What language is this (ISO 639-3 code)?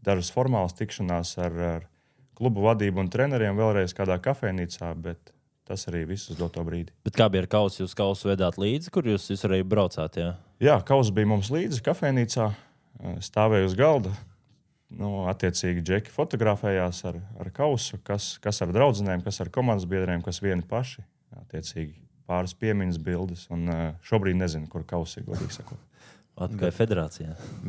lav